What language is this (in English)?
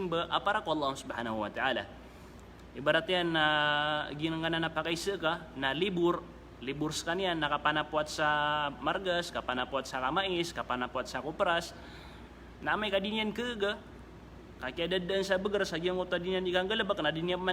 Maranao